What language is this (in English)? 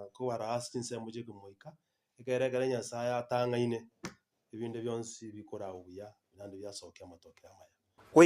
Gusii